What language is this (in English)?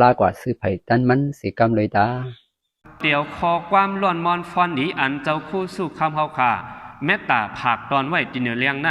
Shan